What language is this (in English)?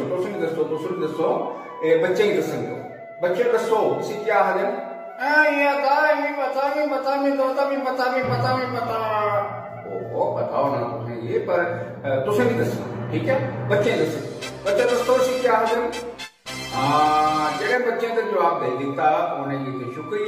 Dogri